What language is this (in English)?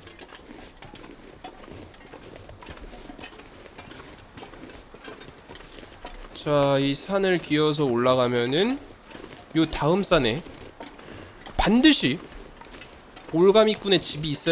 Korean